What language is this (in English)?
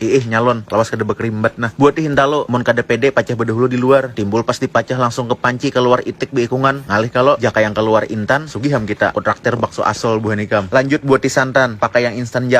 Banjar